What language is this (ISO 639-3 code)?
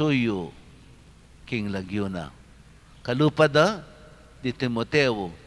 pam